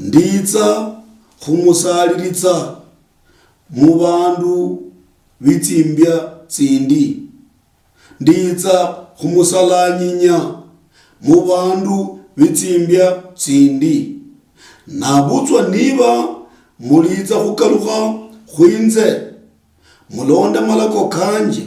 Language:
Luyia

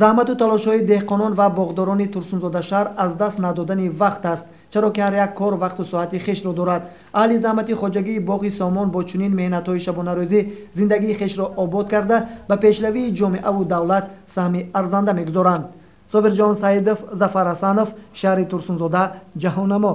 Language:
Tajik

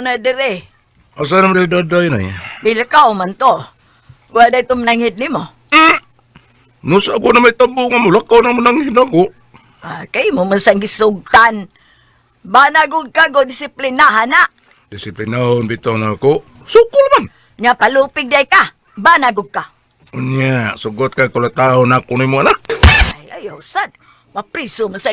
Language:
Cebuano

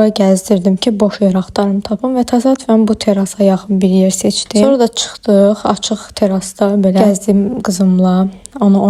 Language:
Azerbaijani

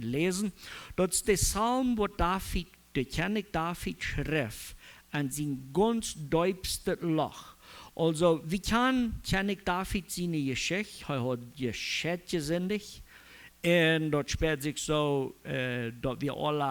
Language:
Plautdietsch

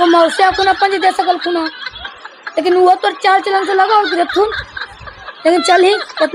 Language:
Magahi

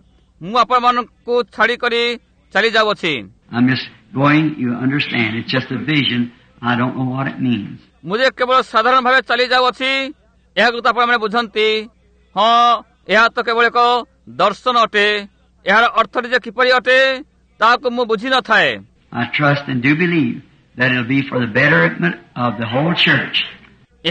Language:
Odia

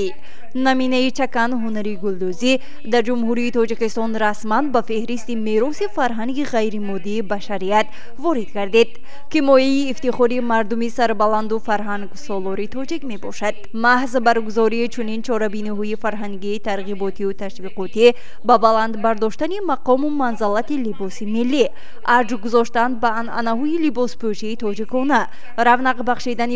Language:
Tajik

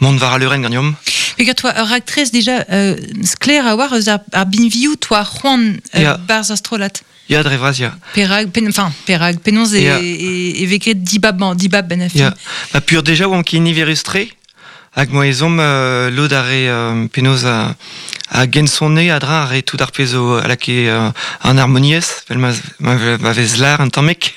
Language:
Breton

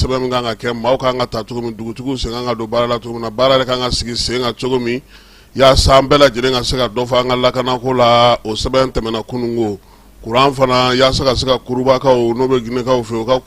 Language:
Bambara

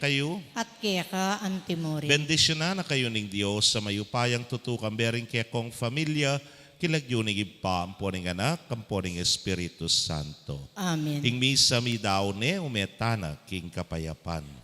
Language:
Pampanga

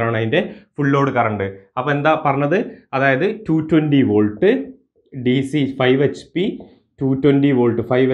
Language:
Malayalam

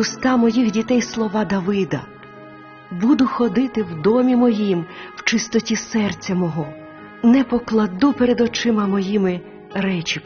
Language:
Ukrainian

